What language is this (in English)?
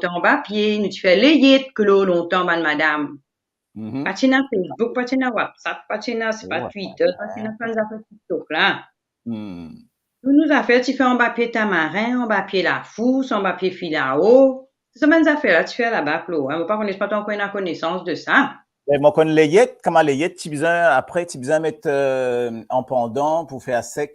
Morisyen